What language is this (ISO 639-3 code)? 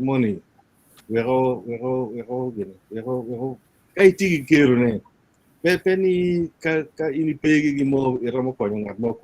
ach